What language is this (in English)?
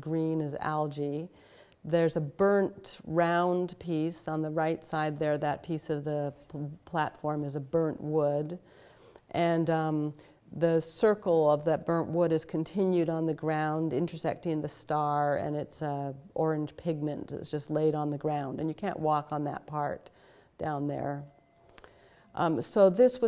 English